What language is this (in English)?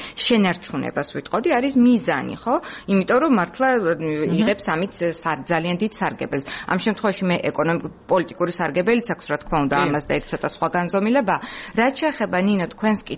Georgian